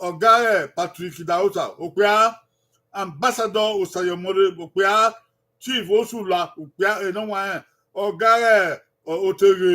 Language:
Bini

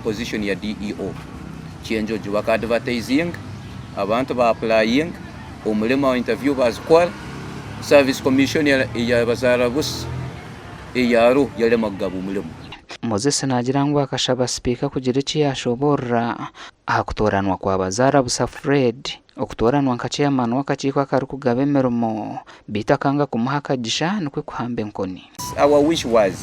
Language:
Nyankole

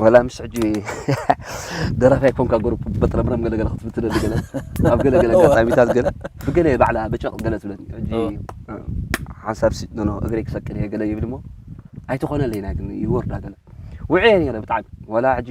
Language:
Tigrinya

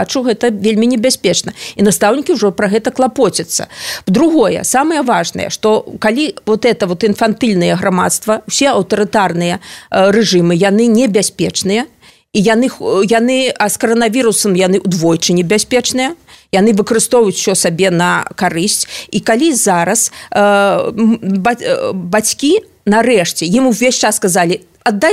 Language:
Belarusian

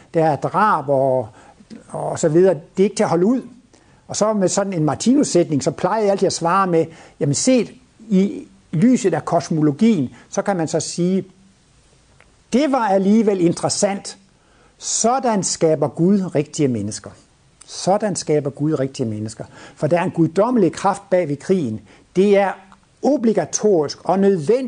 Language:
Danish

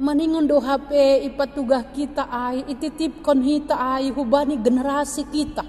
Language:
Batak Simalungun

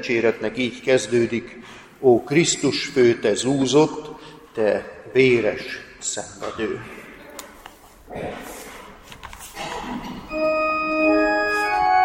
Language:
Hungarian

